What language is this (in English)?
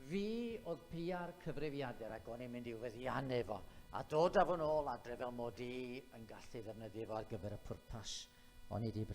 Welsh